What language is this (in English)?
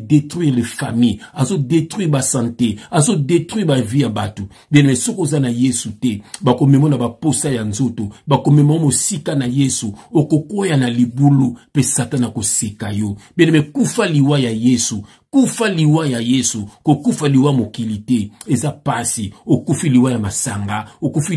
Lingala